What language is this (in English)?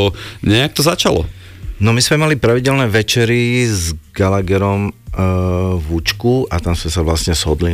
Slovak